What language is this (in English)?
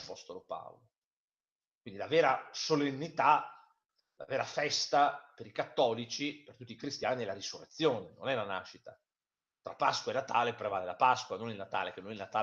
Italian